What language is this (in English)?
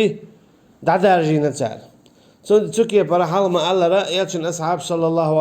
Chechen